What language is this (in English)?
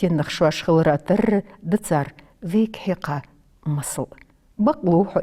Ingush